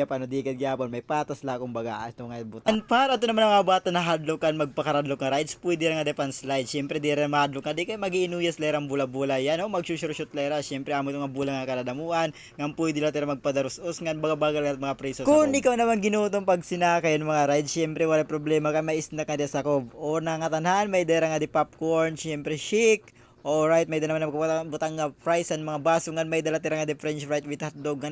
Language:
Waray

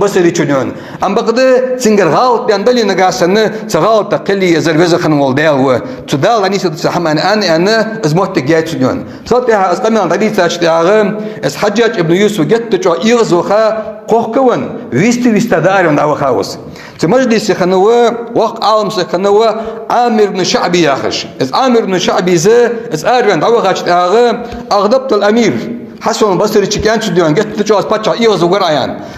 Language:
Ingush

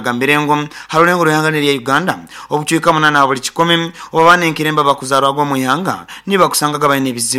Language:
Nyankole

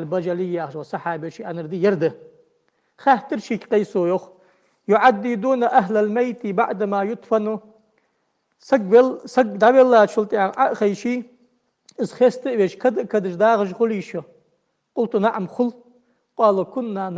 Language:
Ingush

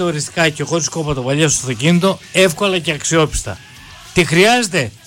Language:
Greek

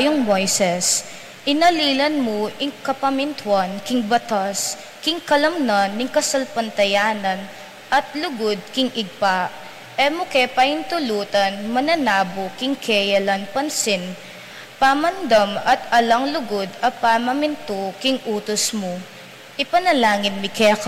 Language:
Pampanga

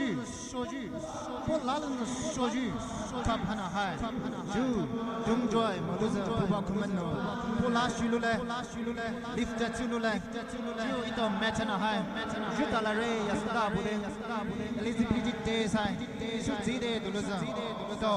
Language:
Poumei Naga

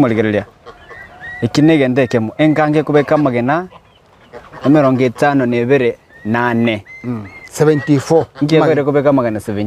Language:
Gusii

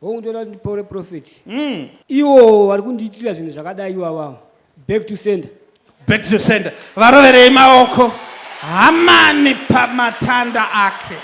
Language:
Shona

